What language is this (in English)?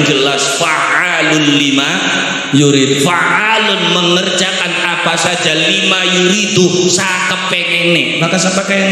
Javanese